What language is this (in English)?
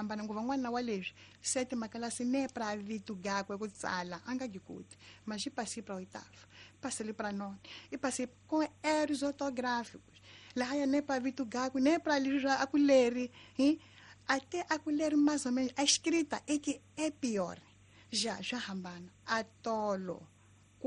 Tsonga